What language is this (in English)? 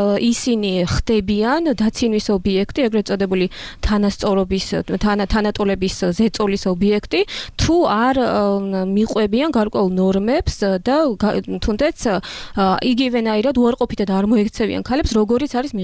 Georgian